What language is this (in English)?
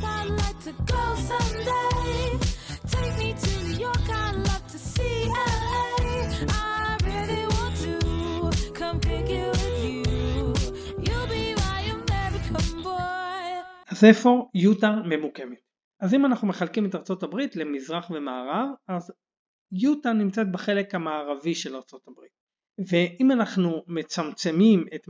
Hebrew